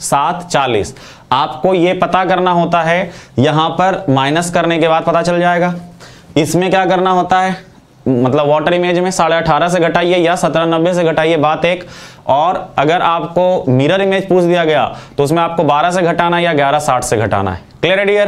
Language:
Hindi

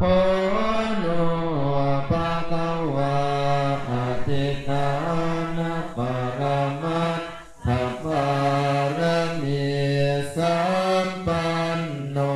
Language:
Pali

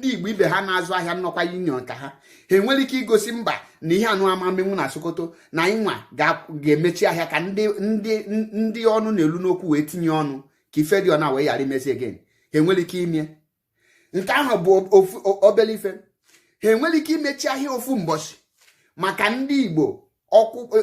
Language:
Igbo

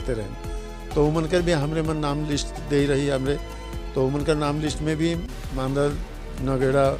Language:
Sadri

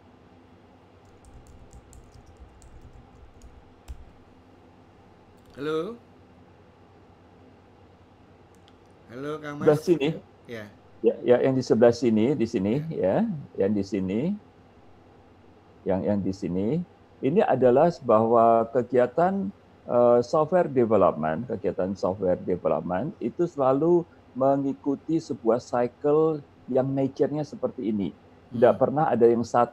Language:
Indonesian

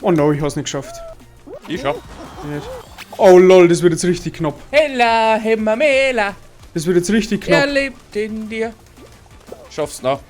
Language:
Bavarian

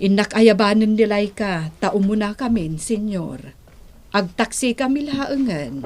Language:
Iloko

